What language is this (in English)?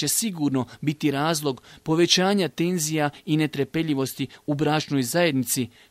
Bosnian